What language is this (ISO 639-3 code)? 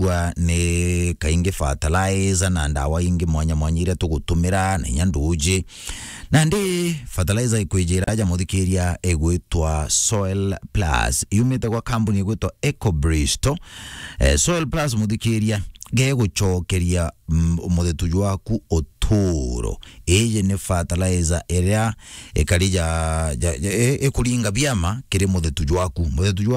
mer